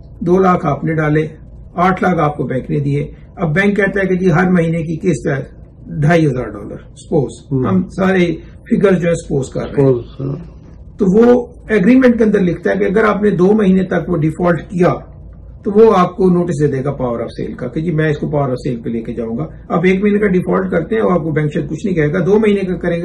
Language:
Urdu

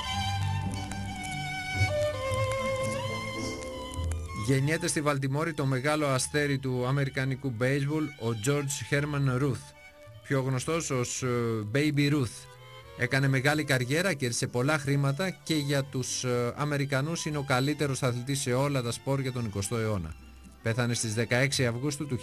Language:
Greek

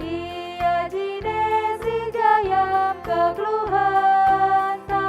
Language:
Batak Karo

